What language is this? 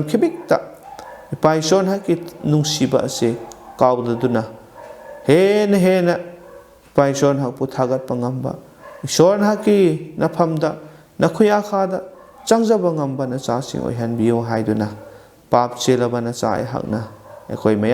Manipuri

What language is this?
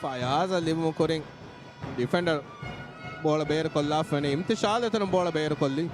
Divehi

